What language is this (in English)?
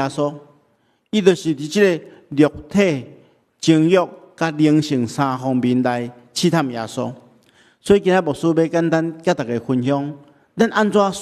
Min Nan Chinese